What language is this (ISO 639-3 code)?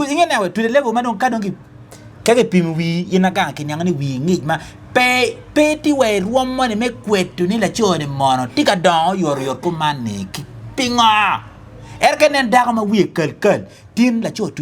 ach